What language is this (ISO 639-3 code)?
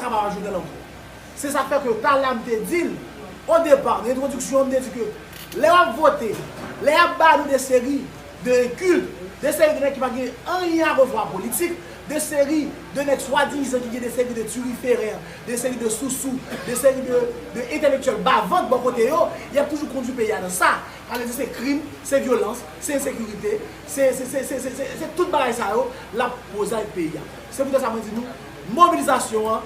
hat